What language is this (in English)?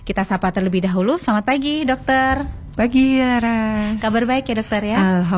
Indonesian